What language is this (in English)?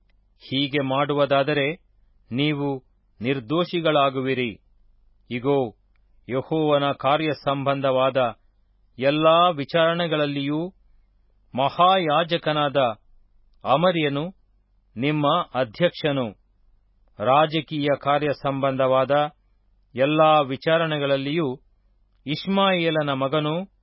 Kannada